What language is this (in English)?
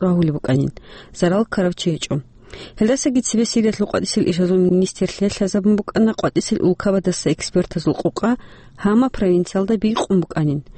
Avaric